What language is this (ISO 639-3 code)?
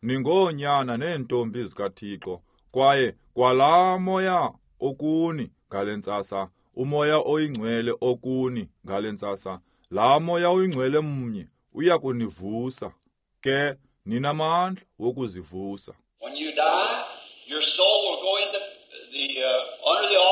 xho